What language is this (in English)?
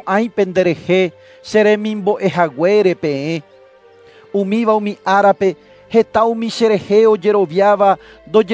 Guarani